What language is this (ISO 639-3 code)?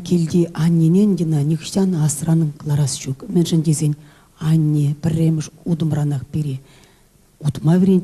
chv